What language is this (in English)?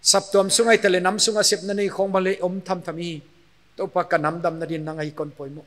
Paite Chin